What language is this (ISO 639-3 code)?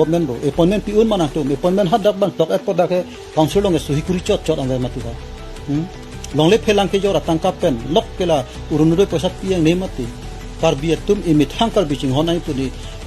mjw